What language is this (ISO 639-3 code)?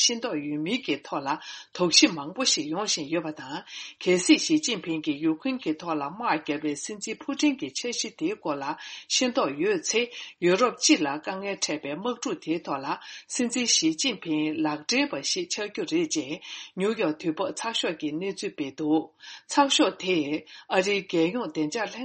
bod